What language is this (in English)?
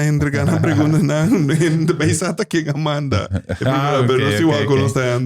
Papiamento